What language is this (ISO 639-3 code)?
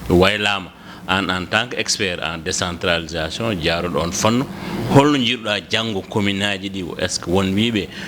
ful